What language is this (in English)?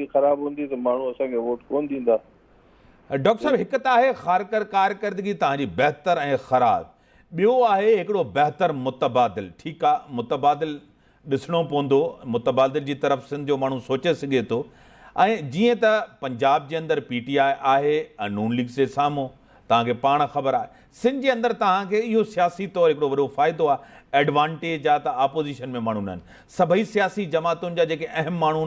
Sindhi